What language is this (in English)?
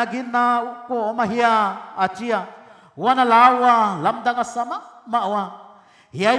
Paite Chin